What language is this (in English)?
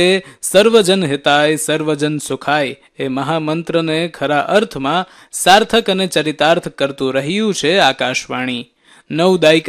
Gujarati